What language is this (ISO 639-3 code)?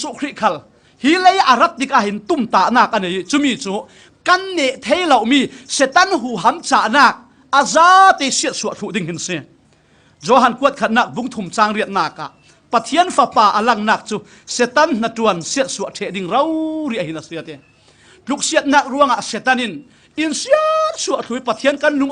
cfm